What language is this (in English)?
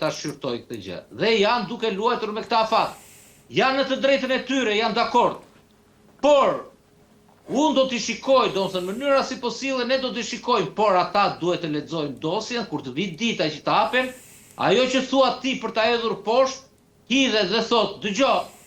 Albanian